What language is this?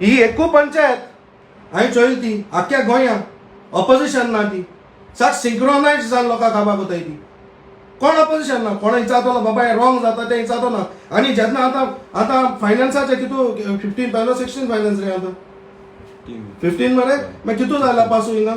Konkani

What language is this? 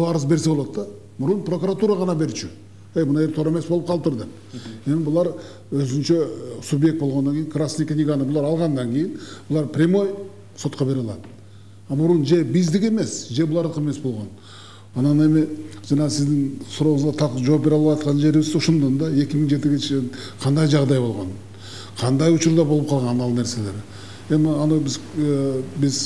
Kyrgyz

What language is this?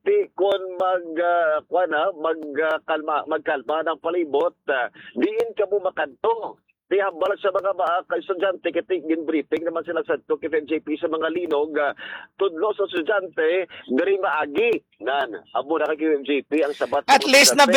Hiligaynon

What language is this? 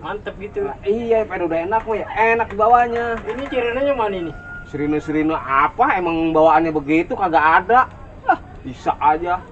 Betawi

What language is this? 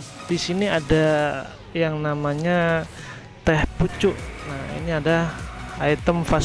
Indonesian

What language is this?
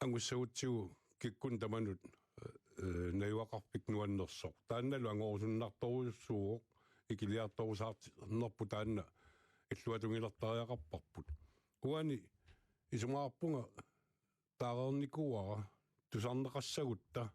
Kalaallisut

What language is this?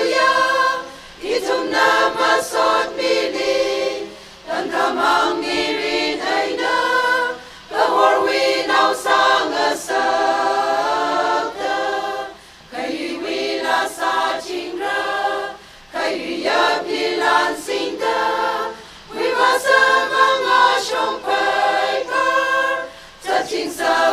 Tangkhul Naga (India)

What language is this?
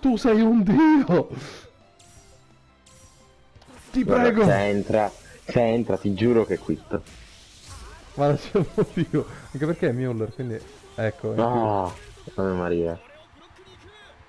Italian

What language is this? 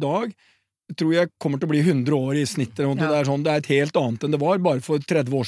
Norwegian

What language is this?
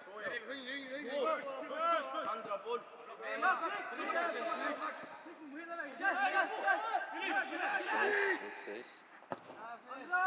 Swedish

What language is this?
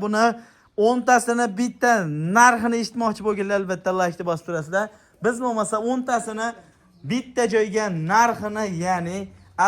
Uzbek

